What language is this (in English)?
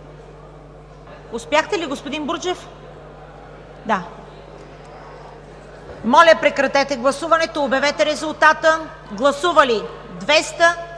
Bulgarian